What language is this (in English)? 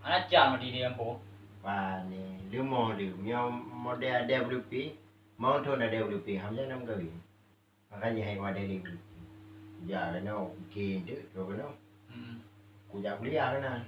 Achinese